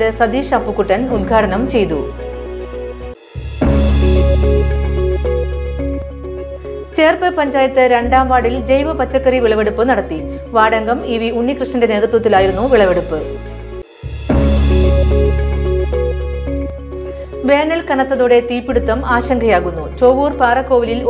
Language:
Malayalam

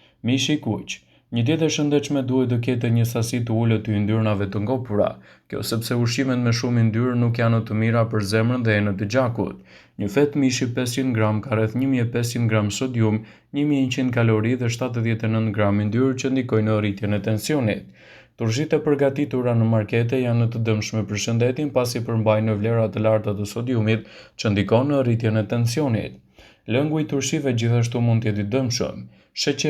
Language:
Albanian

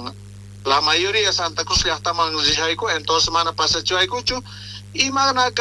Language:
South Bolivian Quechua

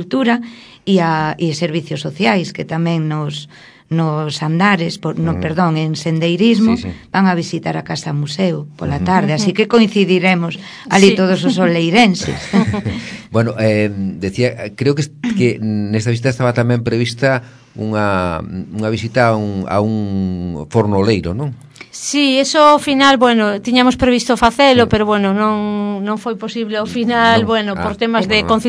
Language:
Galician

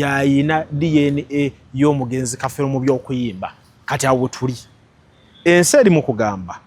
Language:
Ganda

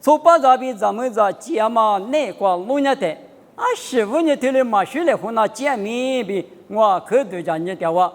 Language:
Lisu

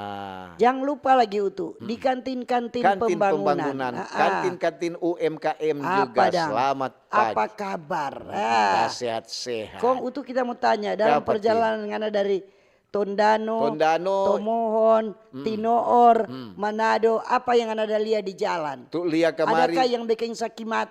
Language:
Manado Malay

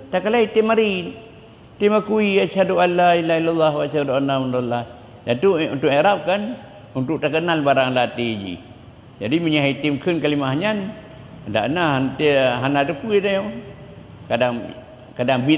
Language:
Achinese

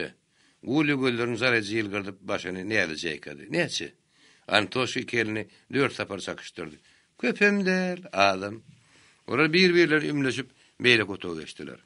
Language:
Turkmen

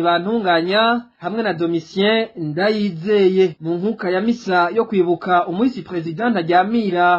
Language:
Rundi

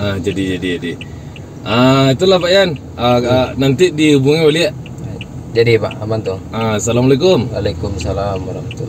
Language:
Minangkabau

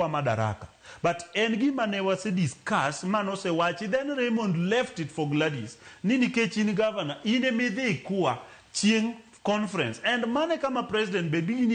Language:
Luo (Kenya and Tanzania)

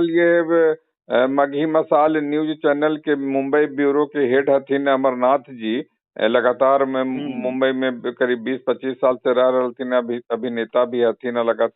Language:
Magahi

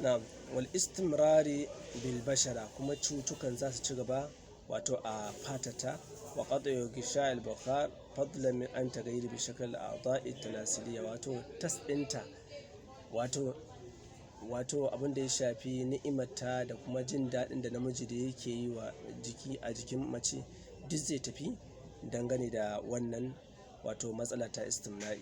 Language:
Hausa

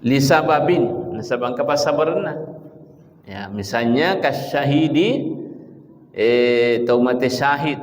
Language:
Buginese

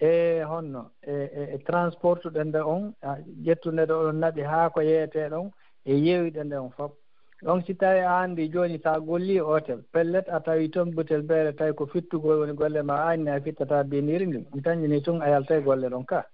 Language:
Fula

